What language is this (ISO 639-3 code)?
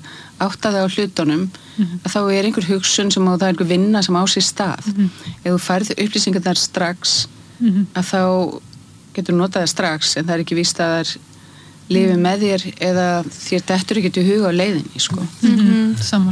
isl